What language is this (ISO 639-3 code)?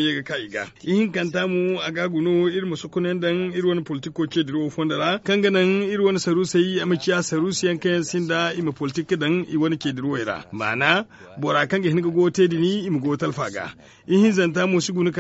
dje